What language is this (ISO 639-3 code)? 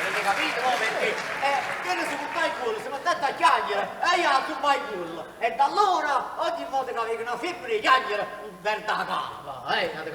nap